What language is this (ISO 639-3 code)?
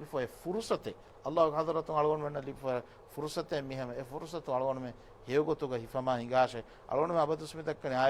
div